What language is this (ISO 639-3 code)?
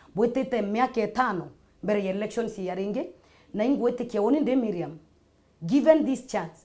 mer